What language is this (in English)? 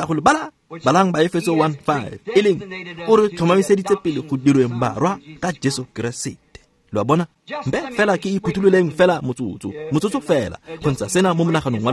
Tswana